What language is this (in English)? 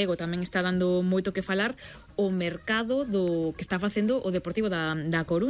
Galician